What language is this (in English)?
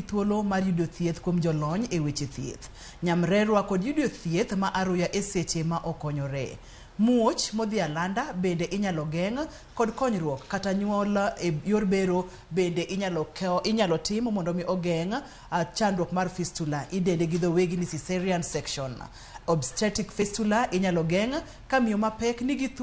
Luo (Kenya and Tanzania)